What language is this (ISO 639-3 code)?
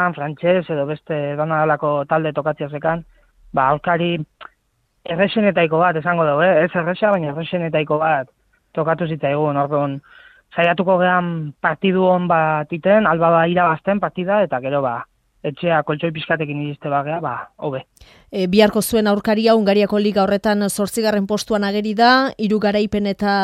eus